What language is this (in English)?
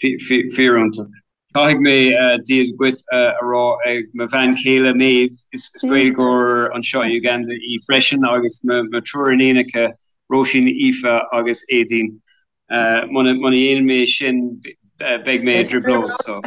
Irish